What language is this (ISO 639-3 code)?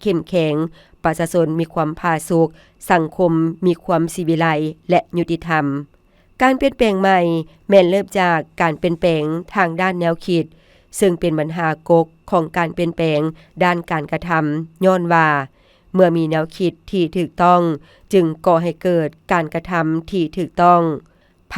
lao